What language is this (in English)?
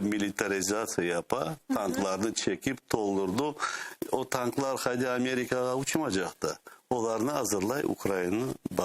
Crimean Tatar